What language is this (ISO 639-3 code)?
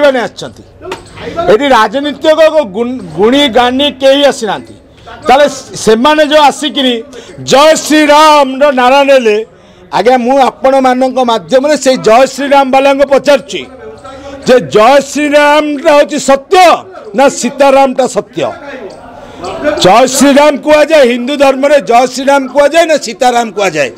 ori